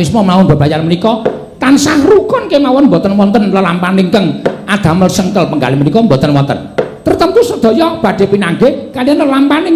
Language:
Javanese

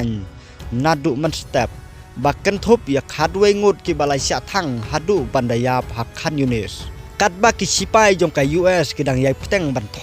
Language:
Khasi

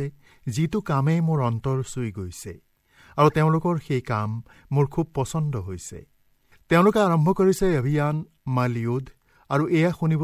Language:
Assamese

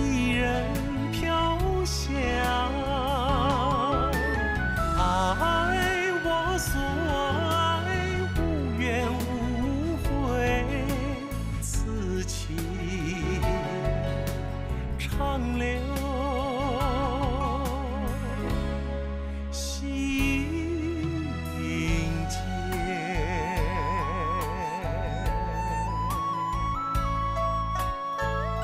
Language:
Chinese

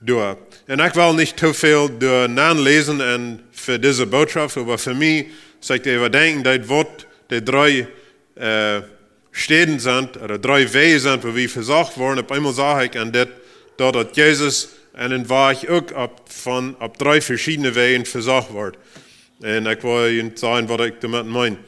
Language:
Plautdietsch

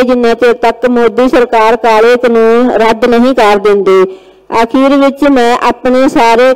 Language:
Punjabi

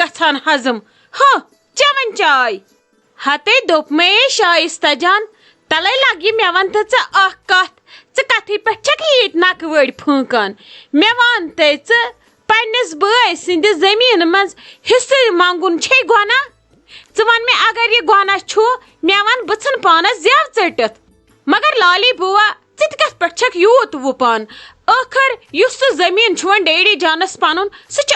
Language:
Kashmiri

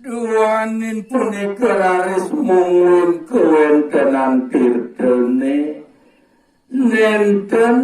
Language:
Balinese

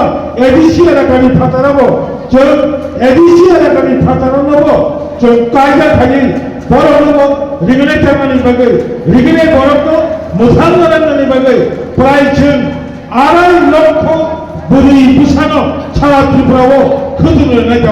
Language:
Kok Borok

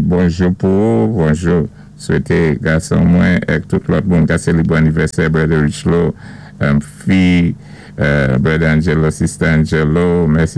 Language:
Saint Lucian Creole French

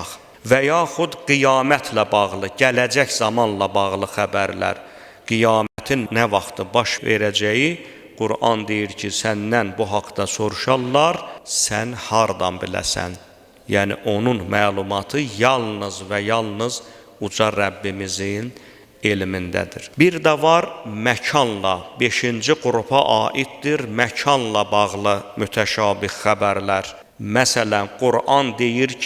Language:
Azerbaijani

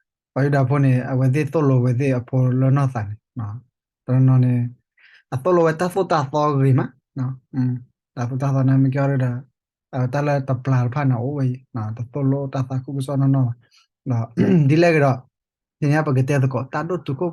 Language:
S'gaw Karen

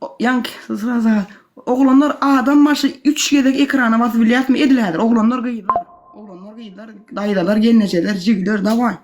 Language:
Turkmen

